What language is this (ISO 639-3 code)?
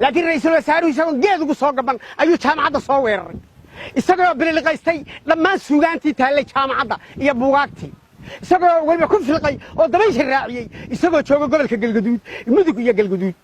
som